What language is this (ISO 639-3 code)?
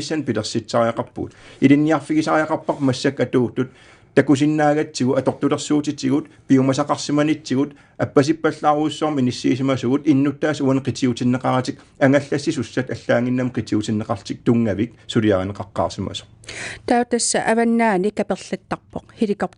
kal